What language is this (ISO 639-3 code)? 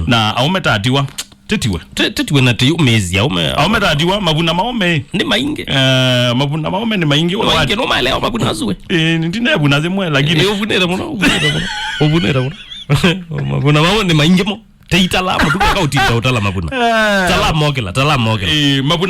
kam